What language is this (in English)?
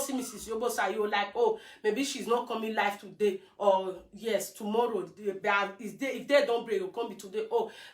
Nigerian Pidgin